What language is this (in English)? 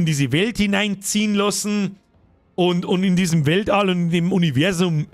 Bavarian